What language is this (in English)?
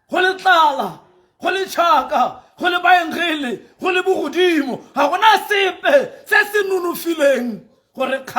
Tswana